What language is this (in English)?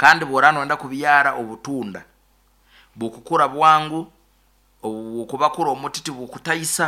Nyoro